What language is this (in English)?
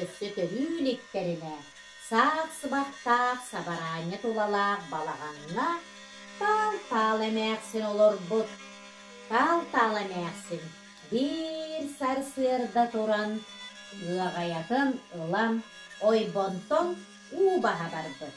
Yakut